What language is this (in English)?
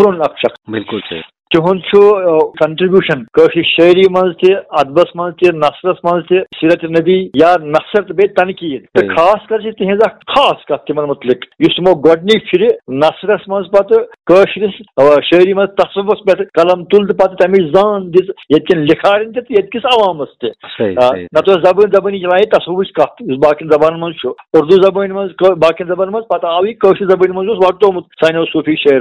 Kashmiri